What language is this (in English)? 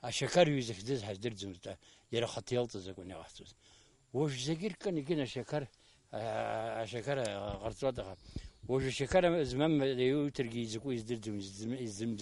Abkhazian